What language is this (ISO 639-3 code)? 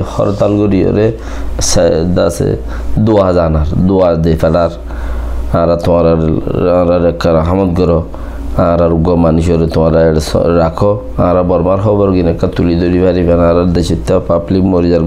rhg